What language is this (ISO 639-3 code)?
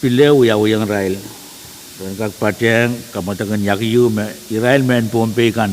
pon